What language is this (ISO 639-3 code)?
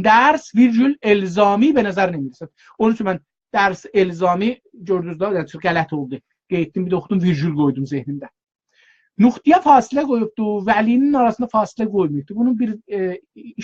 azb